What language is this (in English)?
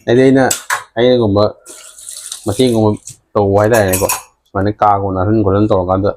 Manipuri